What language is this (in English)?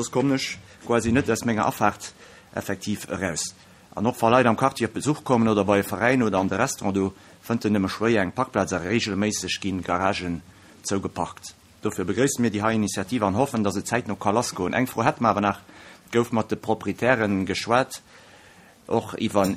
Luxembourgish